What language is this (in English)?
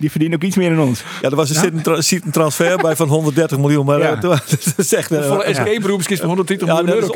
Western Frisian